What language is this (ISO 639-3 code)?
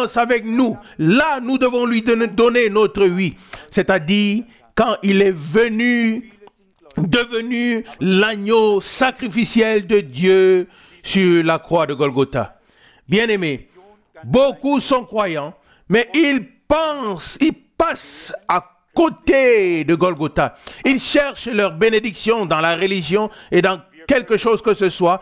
fra